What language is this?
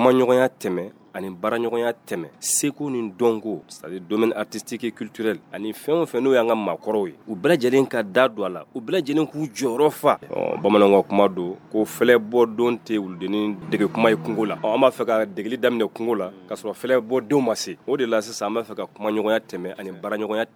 Bambara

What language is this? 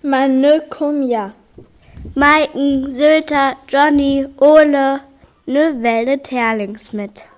Northern Frisian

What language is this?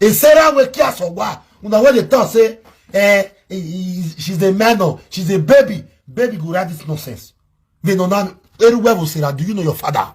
Nigerian Pidgin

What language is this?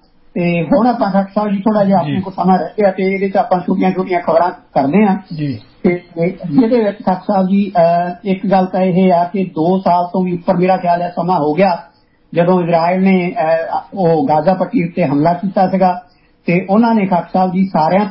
Punjabi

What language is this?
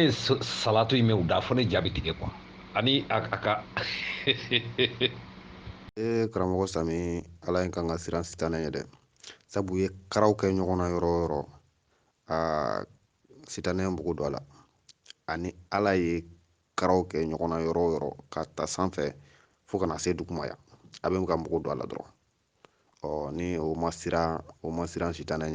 Bambara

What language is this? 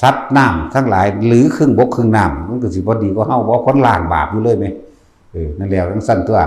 Northeastern Thai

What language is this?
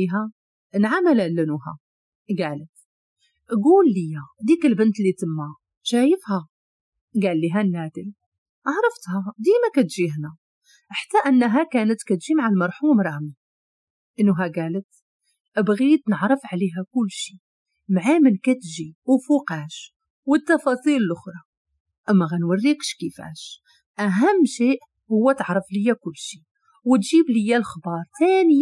Moroccan Arabic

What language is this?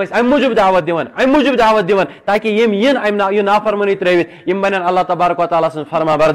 Kashmiri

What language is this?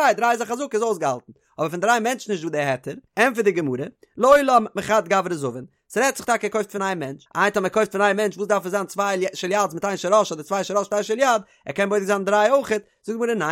Yiddish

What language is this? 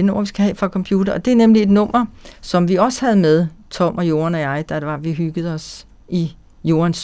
Danish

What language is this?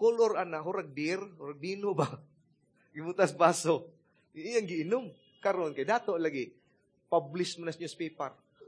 Cebuano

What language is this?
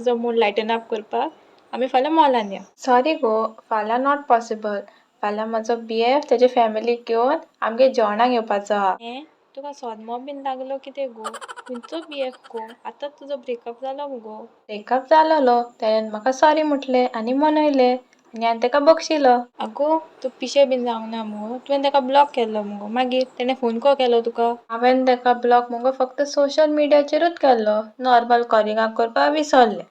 Konkani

